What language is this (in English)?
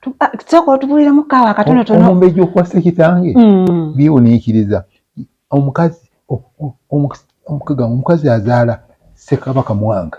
Ganda